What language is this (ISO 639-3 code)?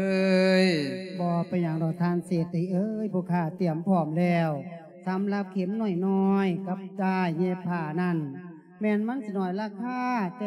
lao